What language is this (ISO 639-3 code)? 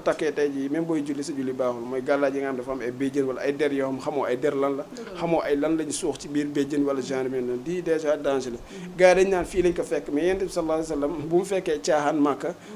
wol